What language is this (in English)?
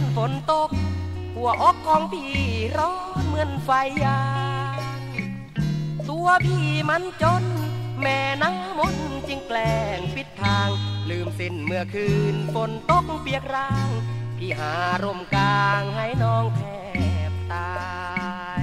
Thai